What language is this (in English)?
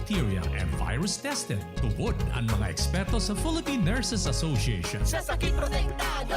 Bikol